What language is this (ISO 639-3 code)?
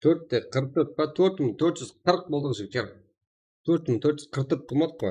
kaa